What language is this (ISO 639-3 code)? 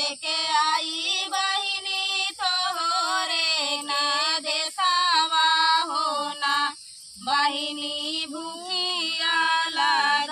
bho